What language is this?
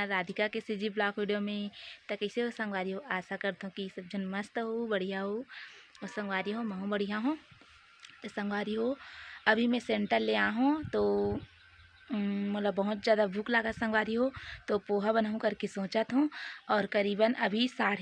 Chhattisgarhi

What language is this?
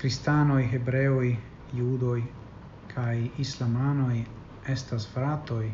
Esperanto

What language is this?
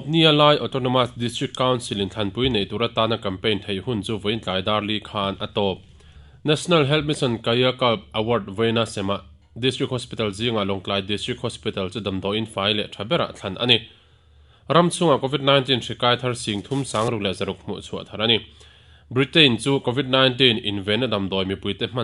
Mizo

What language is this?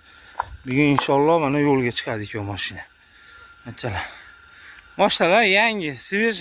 Uzbek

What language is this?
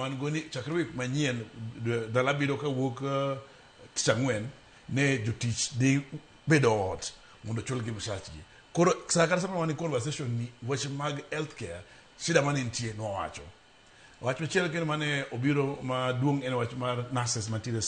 Luo (Kenya and Tanzania)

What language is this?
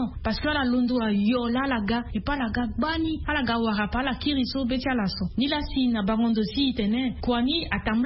Sango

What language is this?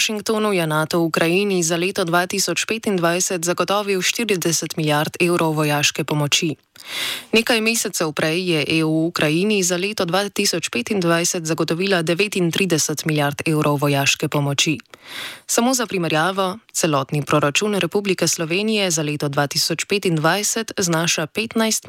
Slovenian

